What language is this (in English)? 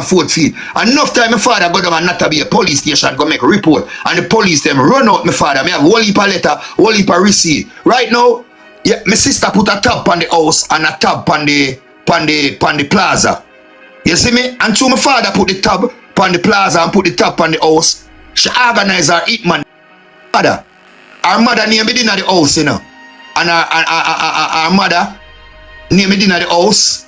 Jamaican Creole English